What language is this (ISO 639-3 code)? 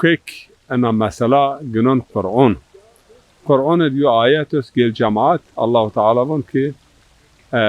zza